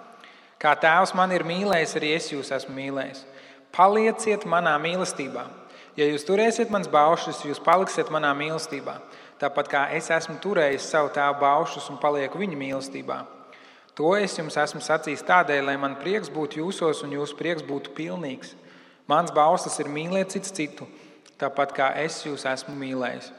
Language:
Latvian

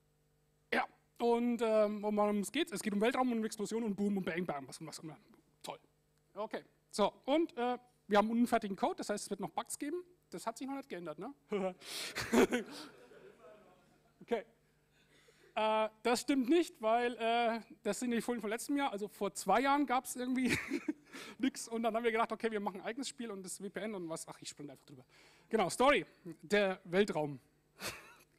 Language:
German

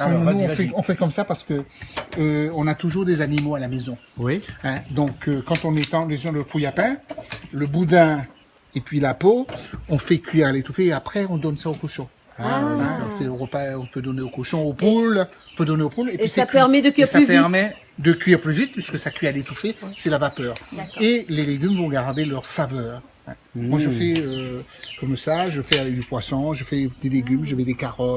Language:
Réunion Creole French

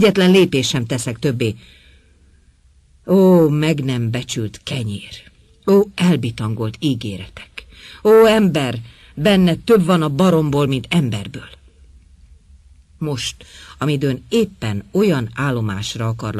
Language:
Hungarian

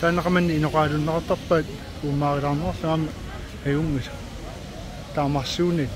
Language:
Kalaallisut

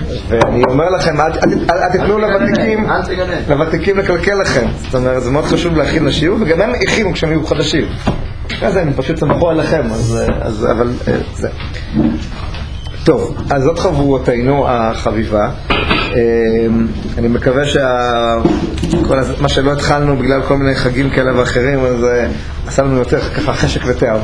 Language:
Hebrew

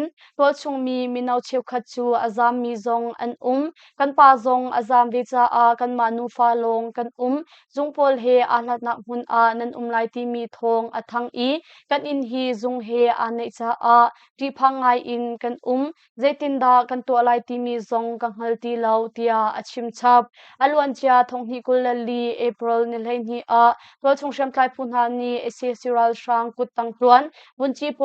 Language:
Hakha Chin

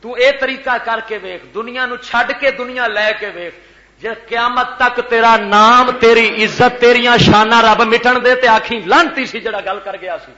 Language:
Western Panjabi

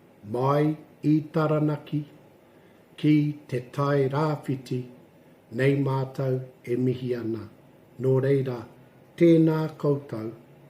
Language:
Māori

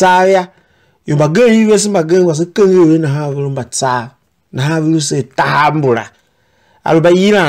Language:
Tiv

